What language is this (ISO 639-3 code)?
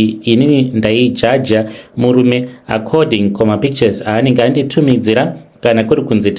sna